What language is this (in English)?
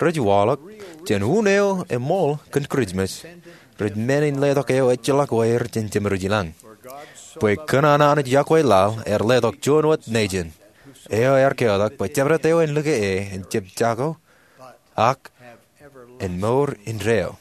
Marshallese